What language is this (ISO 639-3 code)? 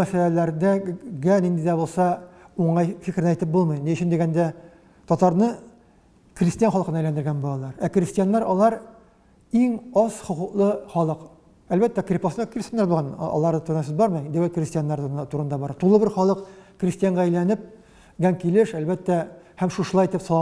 tat